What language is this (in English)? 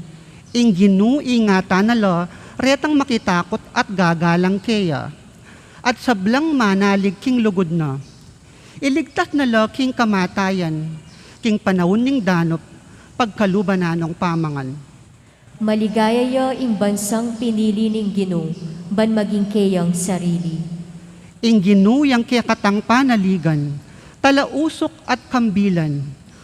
Pampanga